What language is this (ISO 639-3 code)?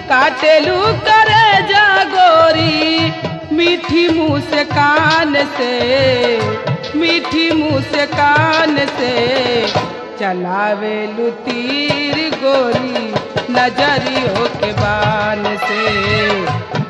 bho